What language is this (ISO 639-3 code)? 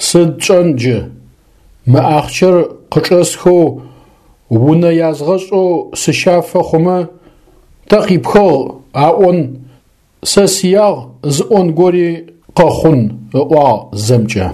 ady